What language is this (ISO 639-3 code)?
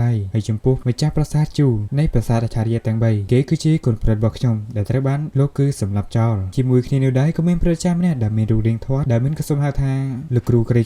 khm